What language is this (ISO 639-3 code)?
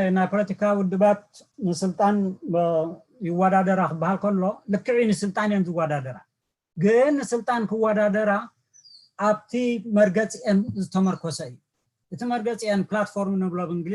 tir